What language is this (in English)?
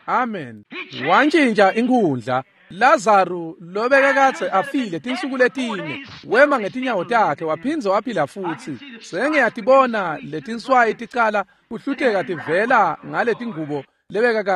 Swati